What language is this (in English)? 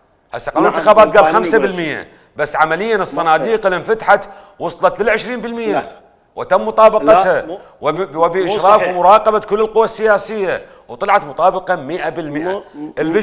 Mesopotamian Arabic